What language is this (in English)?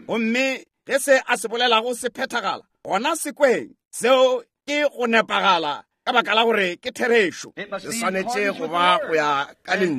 Northern Sotho